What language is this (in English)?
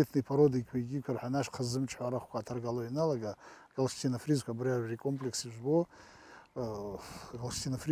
Abkhazian